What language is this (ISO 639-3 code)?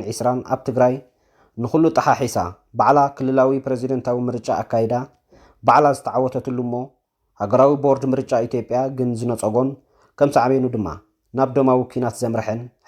tir